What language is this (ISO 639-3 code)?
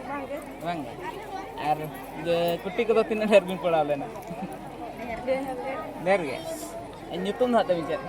sat